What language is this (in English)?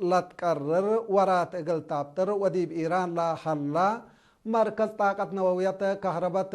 Tigre